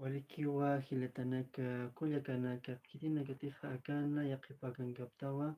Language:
Aymara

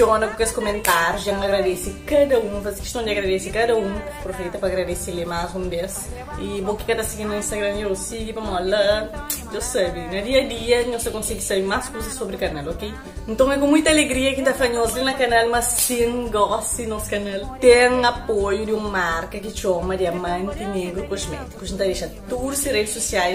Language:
Kabuverdianu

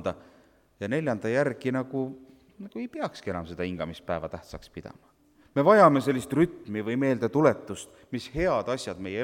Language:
Estonian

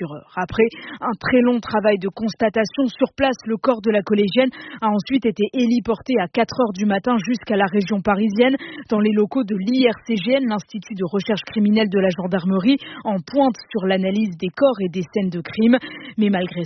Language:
French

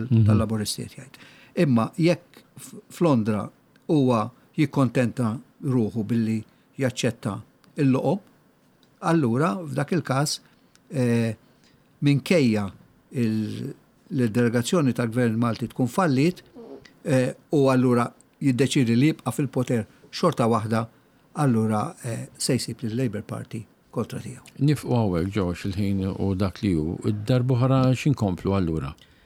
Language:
Maltese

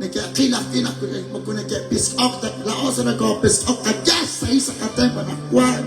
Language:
Kekchí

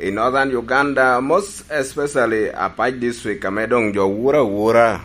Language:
Lango (Uganda)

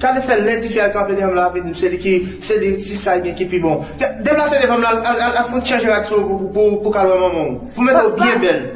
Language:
Haitian Creole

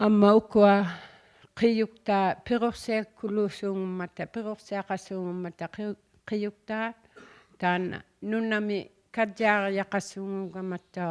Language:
Inuktitut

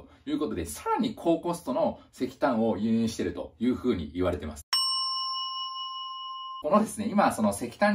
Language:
Japanese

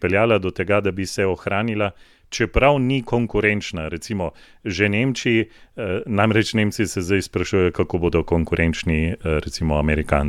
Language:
Slovenian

